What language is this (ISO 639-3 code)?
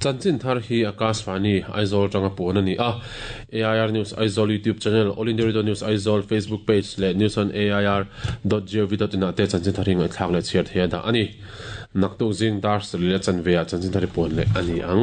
lus